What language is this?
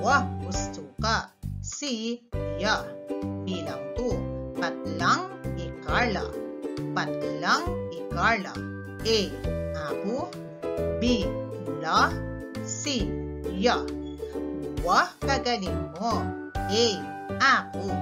Pampanga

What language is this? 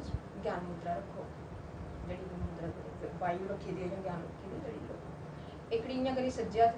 Dogri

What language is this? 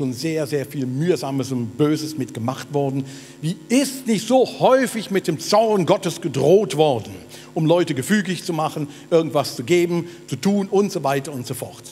Swiss German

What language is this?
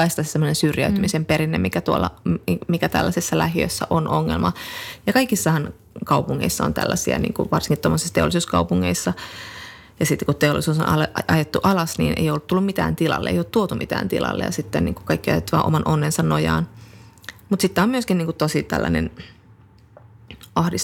Finnish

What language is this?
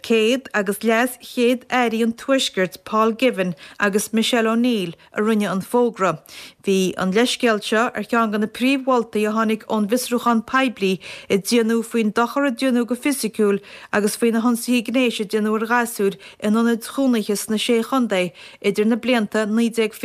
Irish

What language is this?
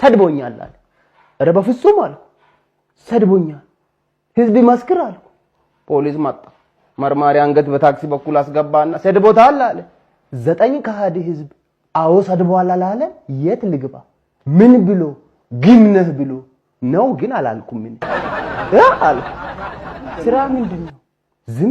Amharic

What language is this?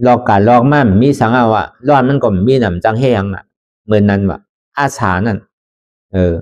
Shan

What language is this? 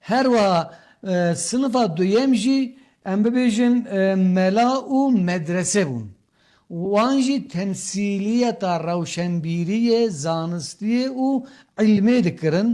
Kurdish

